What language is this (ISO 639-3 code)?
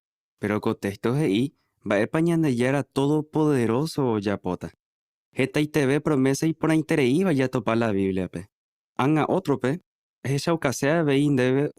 grn